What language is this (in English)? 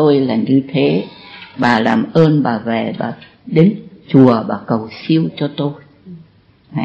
Vietnamese